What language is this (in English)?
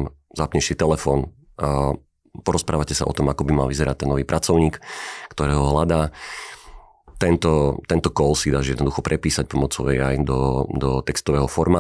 Slovak